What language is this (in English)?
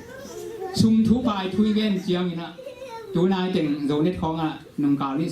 Tedim Chin